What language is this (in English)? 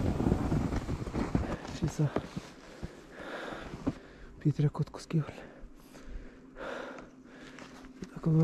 Romanian